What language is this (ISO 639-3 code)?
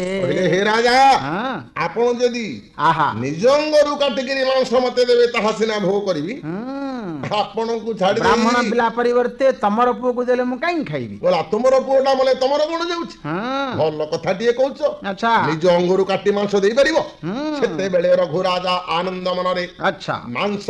ori